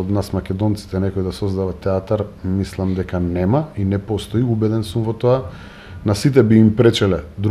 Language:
Macedonian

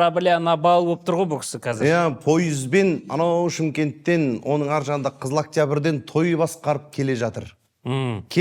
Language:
Kazakh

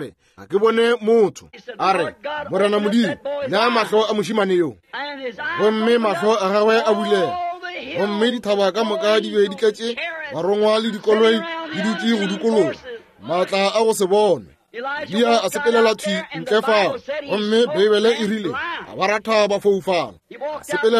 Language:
Northern Sotho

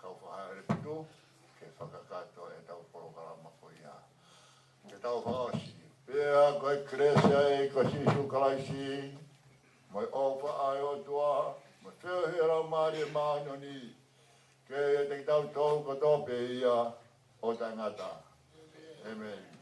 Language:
Tongan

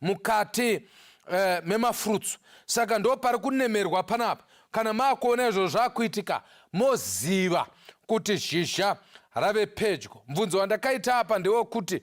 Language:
Shona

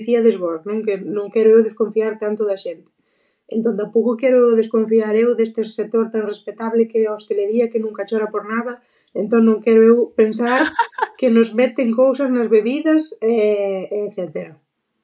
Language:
Galician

